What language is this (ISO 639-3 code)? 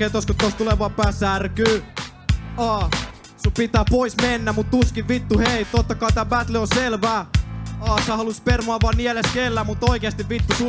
fin